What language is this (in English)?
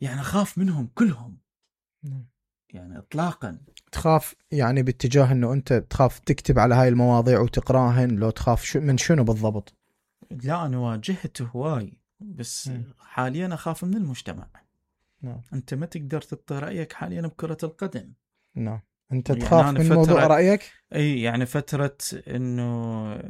Mesopotamian Arabic